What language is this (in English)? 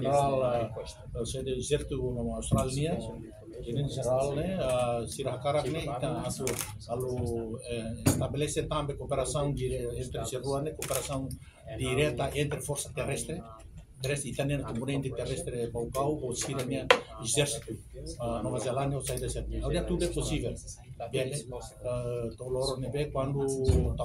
Tetum